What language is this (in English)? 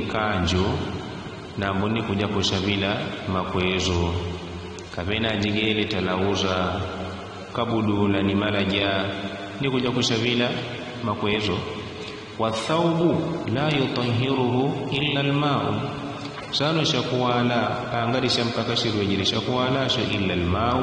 Yao